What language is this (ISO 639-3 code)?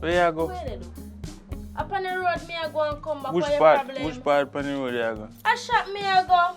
jam